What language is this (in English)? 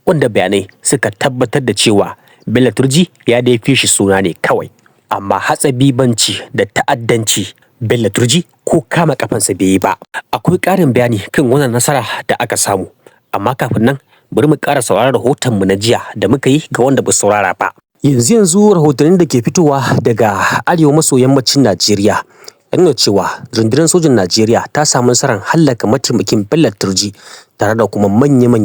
Hausa